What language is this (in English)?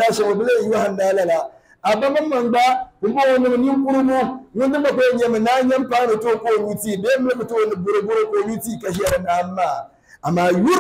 Dagbani